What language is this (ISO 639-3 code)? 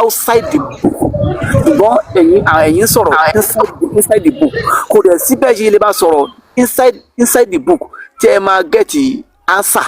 yor